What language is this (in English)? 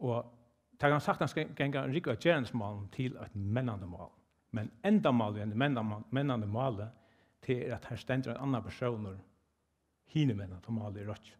Faroese